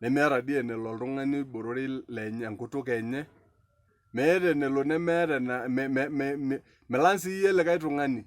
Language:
Masai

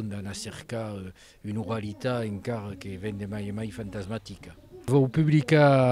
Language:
Occitan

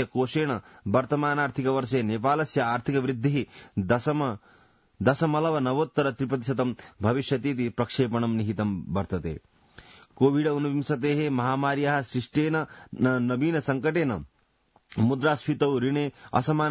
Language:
Sanskrit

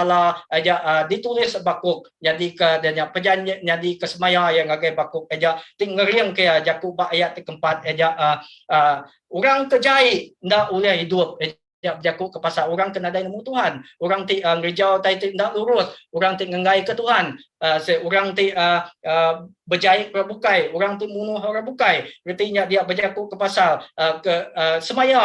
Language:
Iban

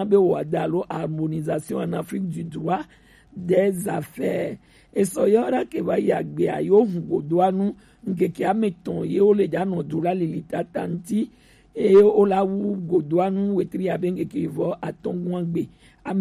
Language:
Gen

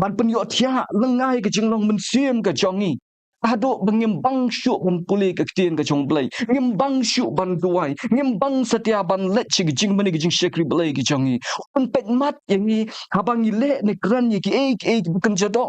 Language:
Khasi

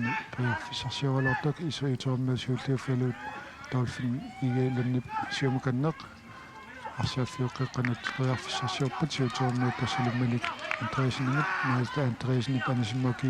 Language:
Kalaallisut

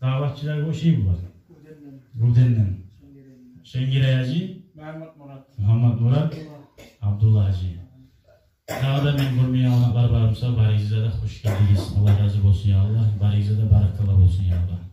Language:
Kumyk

